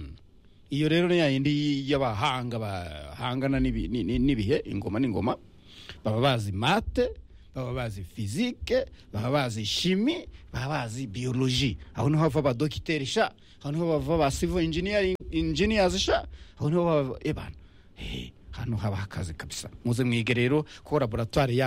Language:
Kinyarwanda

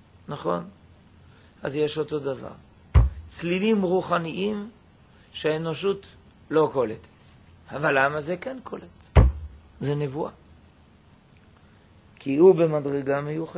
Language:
Hebrew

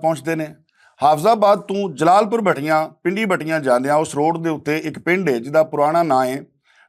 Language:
Western Panjabi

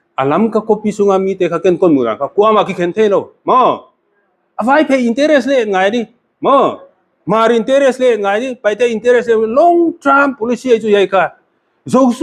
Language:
Paite Chin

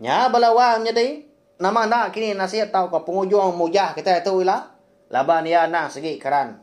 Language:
Iban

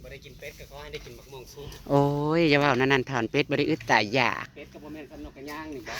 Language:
Northeastern Thai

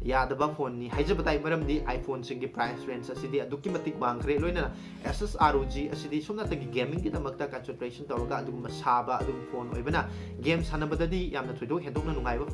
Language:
Manipuri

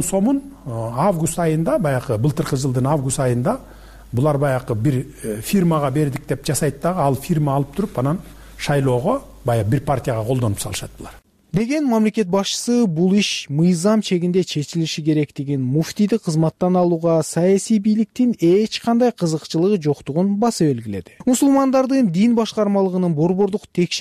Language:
Kyrgyz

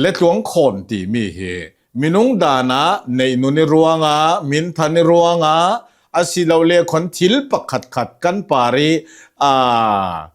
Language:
Hakha Chin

